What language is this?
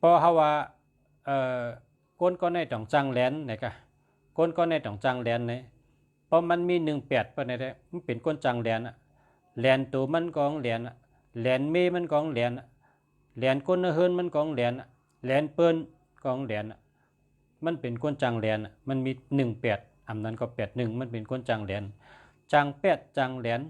Shan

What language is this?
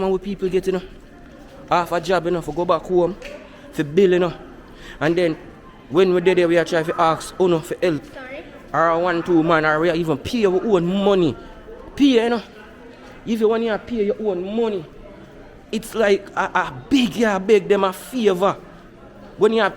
Jamaican Creole English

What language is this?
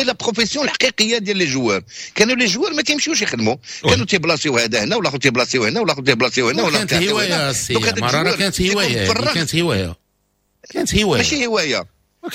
Moroccan Arabic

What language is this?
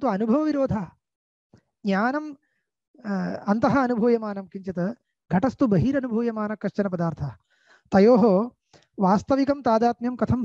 Sanskrit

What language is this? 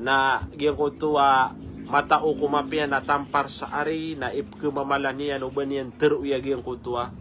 Maranao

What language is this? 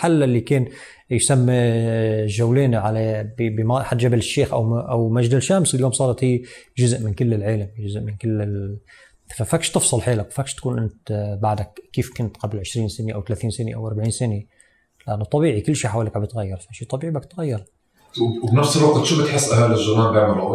North Levantine Arabic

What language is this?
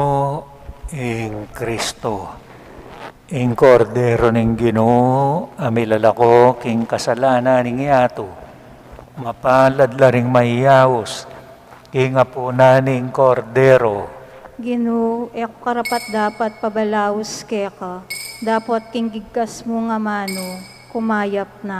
Pampanga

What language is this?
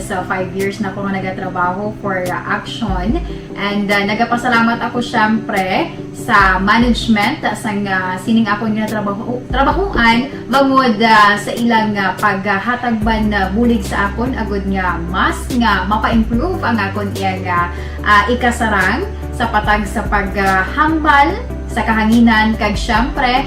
Hiligaynon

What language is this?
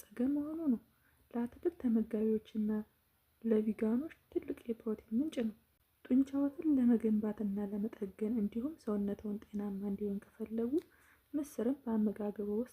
Amharic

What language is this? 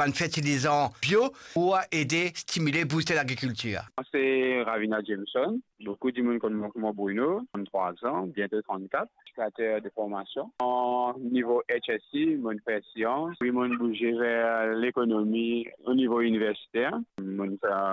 Morisyen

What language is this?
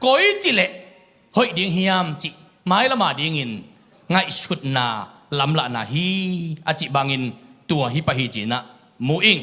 Tedim Chin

